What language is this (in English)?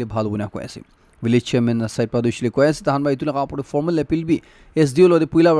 Naga Pidgin